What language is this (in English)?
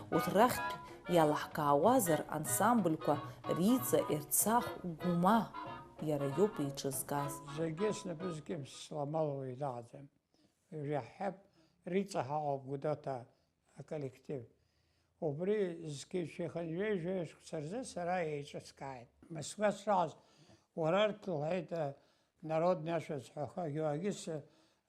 Abkhazian